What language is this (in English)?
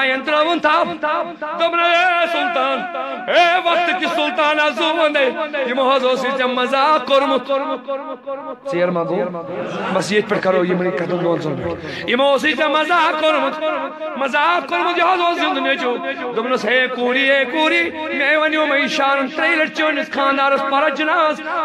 Kashmiri